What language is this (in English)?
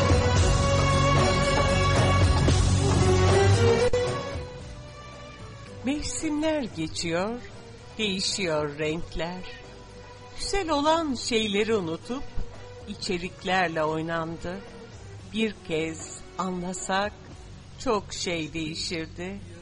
Turkish